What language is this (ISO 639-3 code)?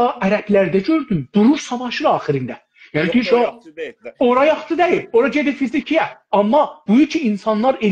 azb